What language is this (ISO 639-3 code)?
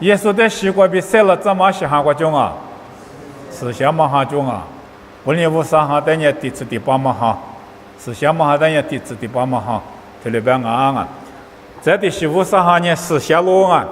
lis